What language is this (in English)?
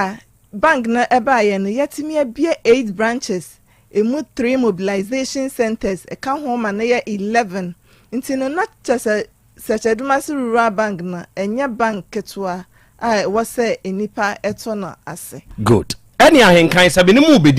Akan